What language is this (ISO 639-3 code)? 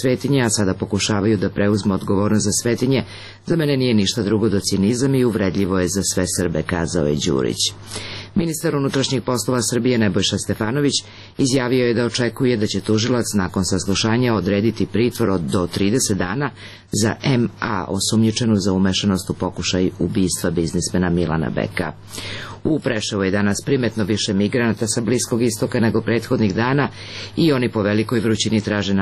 srp